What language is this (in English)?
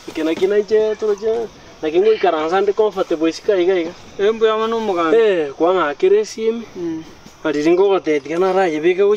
Gusii